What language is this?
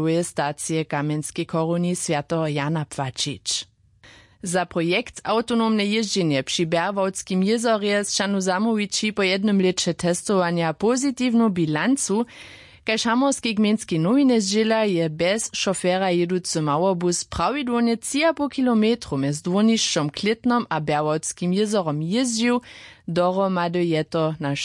Upper Sorbian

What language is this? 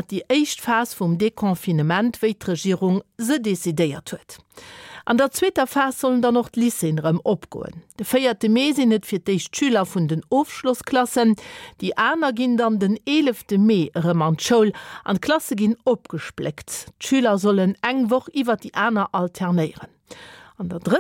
Luxembourgish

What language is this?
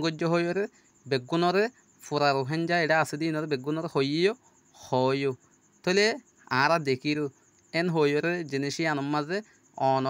Rohingya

